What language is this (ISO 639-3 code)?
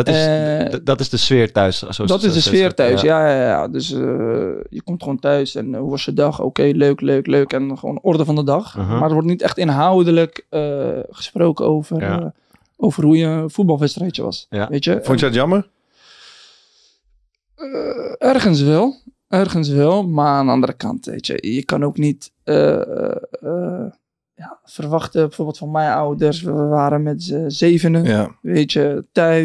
nld